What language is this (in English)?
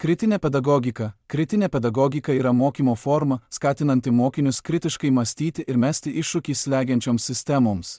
Lithuanian